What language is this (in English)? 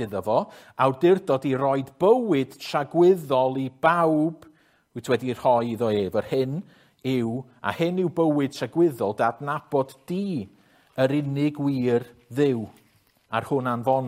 Welsh